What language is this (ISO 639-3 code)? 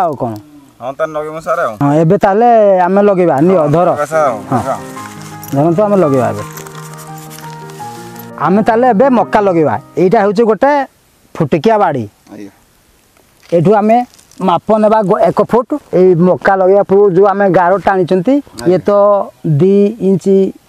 ori